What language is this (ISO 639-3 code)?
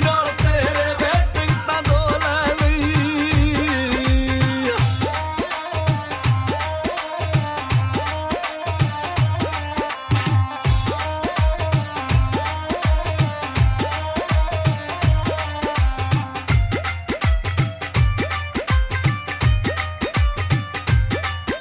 pan